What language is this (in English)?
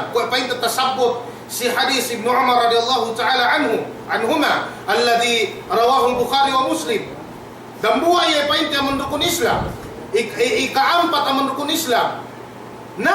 Yakan